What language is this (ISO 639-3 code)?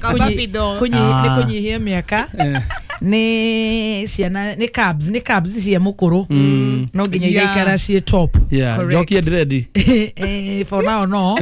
kik